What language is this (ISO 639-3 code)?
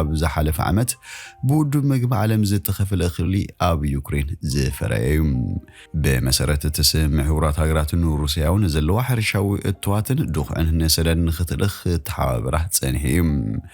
tir